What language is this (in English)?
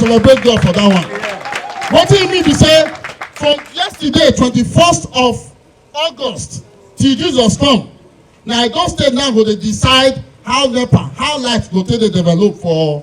Nigerian Pidgin